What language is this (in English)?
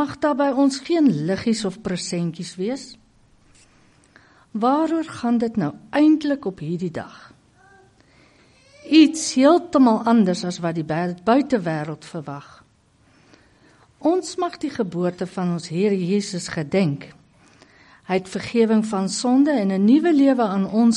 Afrikaans